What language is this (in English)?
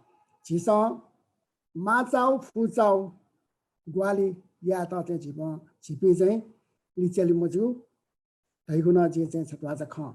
Newari